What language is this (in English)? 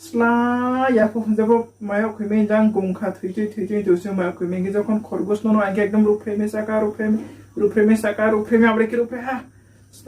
Riang (India)